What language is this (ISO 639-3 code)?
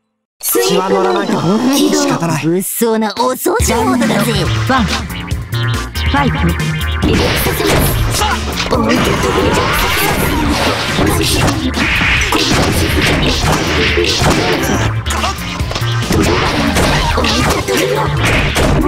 jpn